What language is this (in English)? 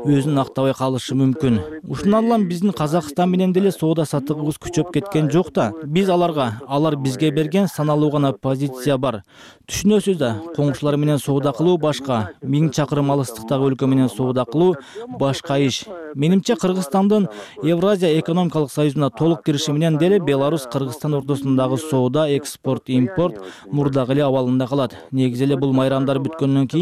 Kyrgyz